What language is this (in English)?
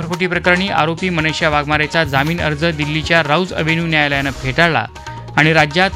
Marathi